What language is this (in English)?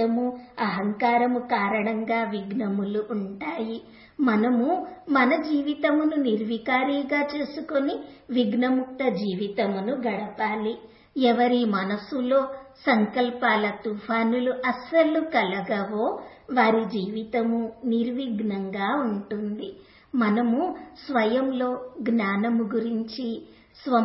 Telugu